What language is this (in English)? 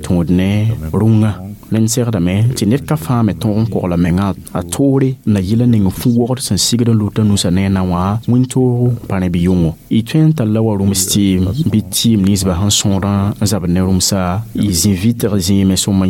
Mossi